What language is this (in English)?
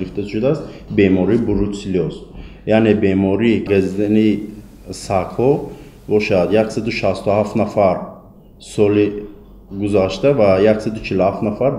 Tajik